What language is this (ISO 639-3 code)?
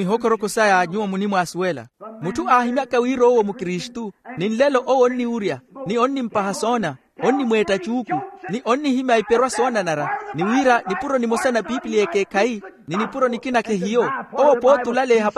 vmw